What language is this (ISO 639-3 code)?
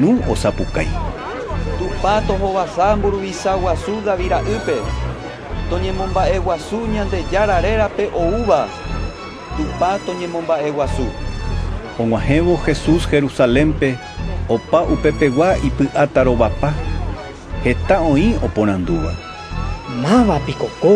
grn